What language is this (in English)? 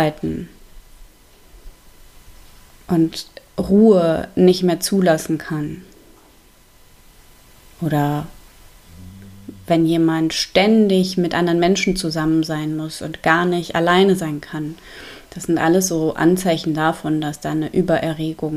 German